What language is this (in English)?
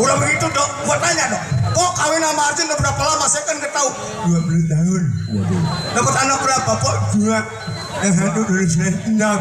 Betawi